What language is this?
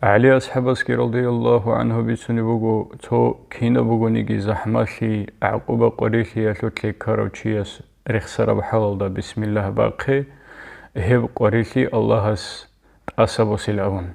Avaric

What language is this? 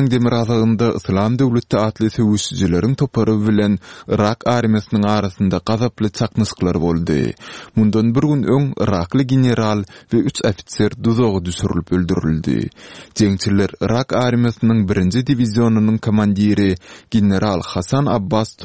Turkmen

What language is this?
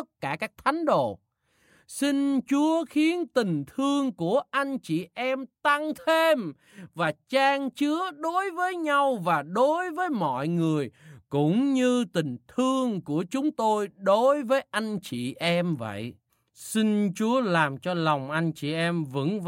Vietnamese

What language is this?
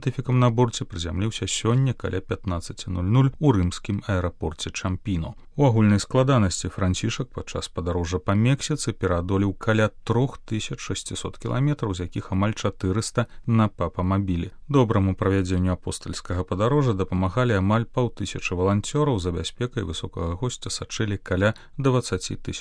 Belarusian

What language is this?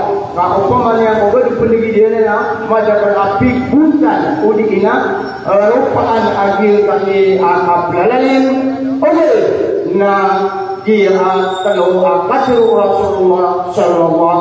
Maranao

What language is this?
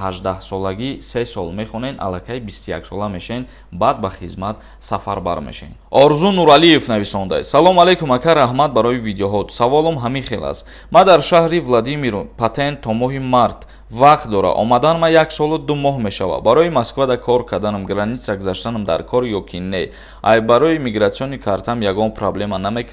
Tajik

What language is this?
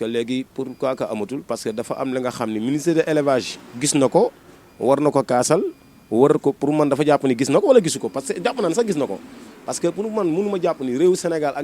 Wolof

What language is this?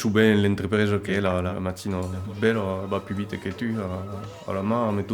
Occitan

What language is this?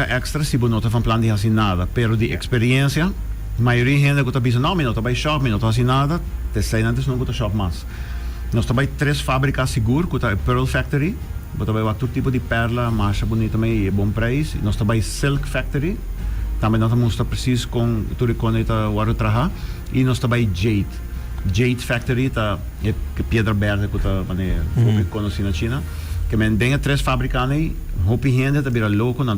Papiamento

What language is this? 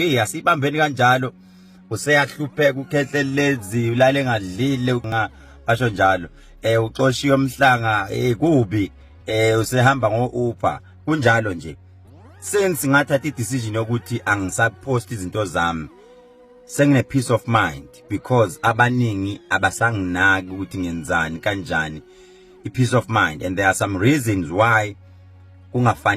Zulu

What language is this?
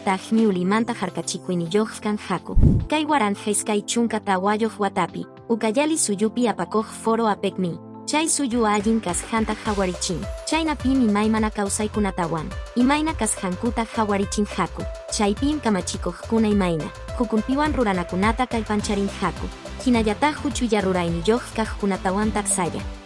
Quechua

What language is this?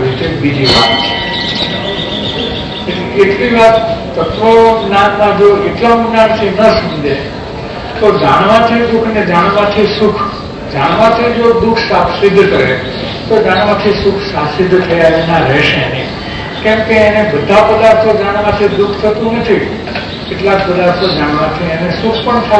Gujarati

